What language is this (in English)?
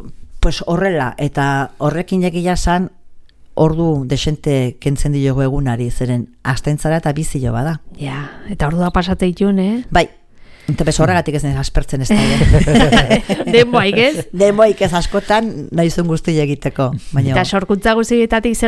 Basque